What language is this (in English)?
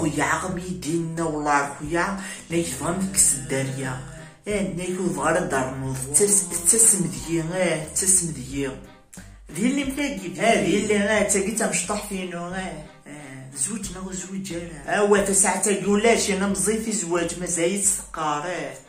Kabyle